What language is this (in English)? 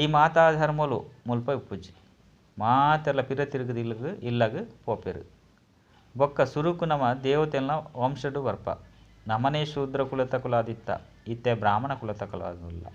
Tulu